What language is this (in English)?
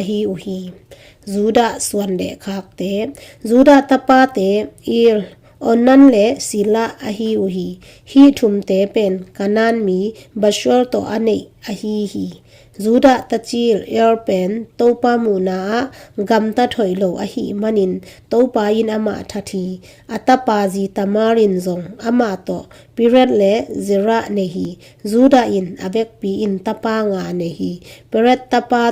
Tedim Chin